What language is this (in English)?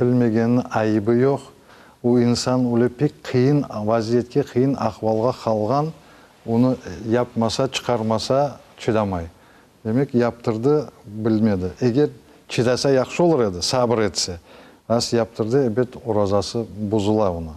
Crimean Tatar